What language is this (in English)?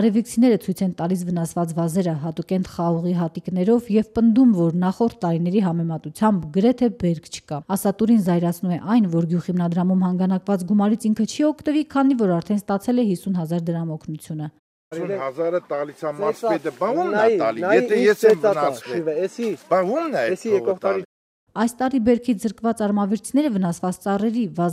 Armenian